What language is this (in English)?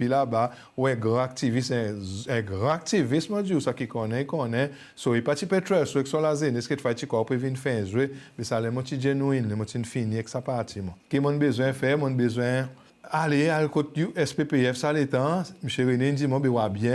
Seselwa Creole French